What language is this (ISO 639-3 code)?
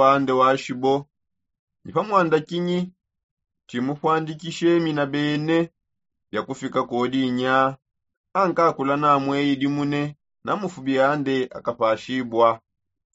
sop